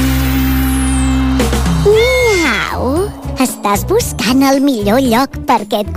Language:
Catalan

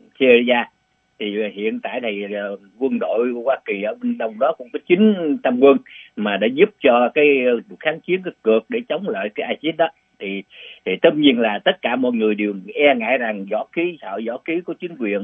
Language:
Vietnamese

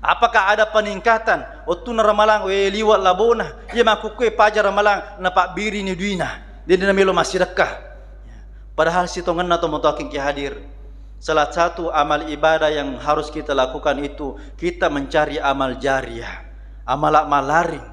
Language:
Buginese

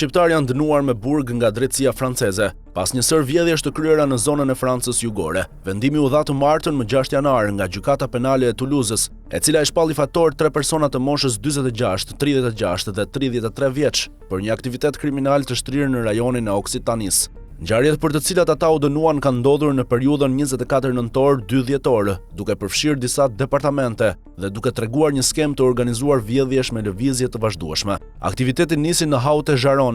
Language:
Albanian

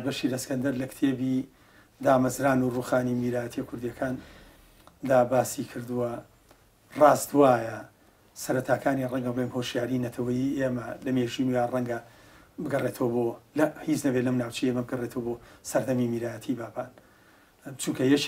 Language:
Central Kurdish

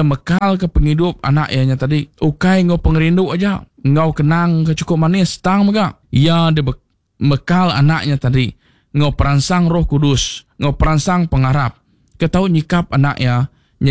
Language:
Iban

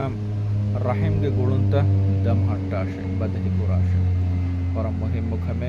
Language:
Divehi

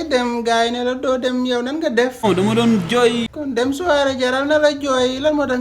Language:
Wolof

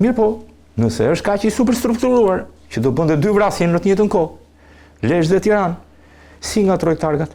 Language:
Albanian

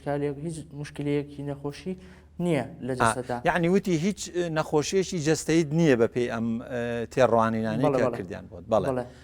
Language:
Central Kurdish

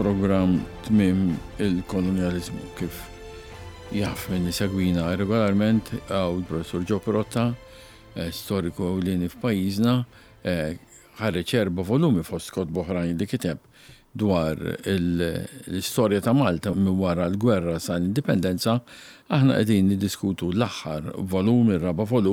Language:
Maltese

